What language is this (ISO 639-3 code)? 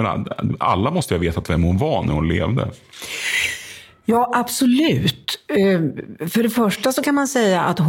swe